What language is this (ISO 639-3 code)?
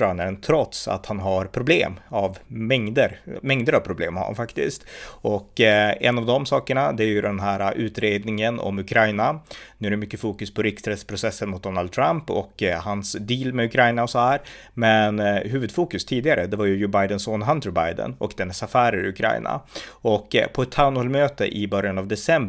swe